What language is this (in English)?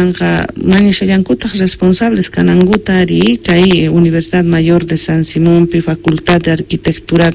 Quechua